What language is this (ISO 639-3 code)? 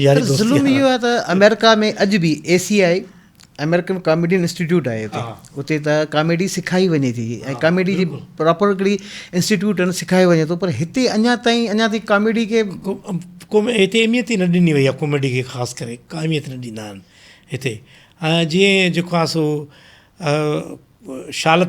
snd